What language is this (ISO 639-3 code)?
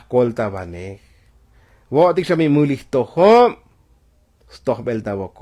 tzo